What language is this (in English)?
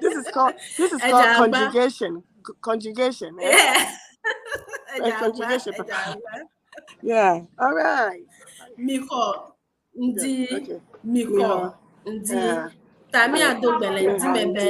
Ewe